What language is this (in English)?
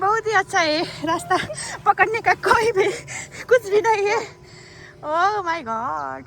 Nepali